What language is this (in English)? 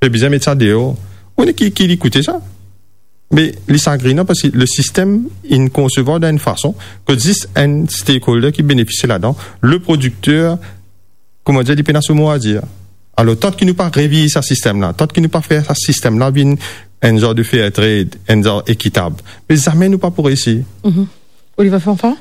Morisyen